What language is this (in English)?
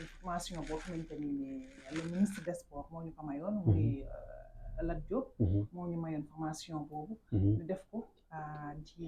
Wolof